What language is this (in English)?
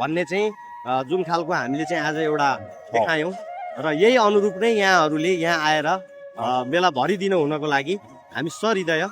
Nepali